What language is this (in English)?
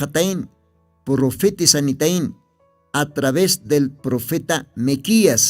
Aymara